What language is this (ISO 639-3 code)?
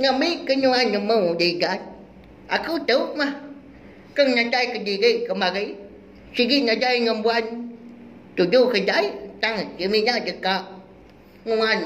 iba